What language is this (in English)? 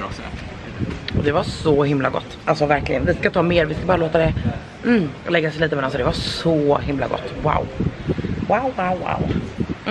Swedish